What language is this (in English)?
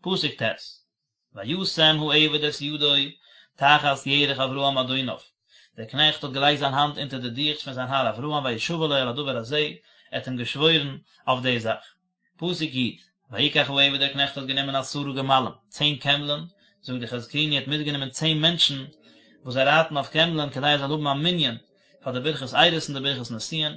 Yiddish